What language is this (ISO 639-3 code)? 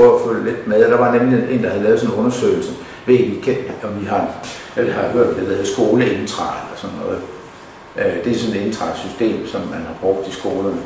dan